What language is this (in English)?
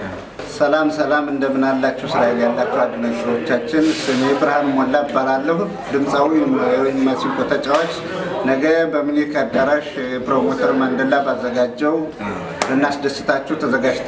Amharic